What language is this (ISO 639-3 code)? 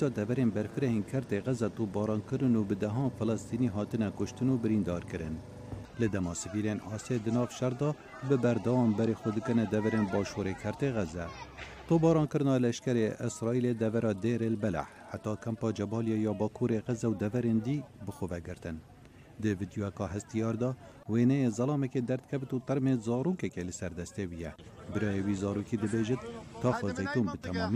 kur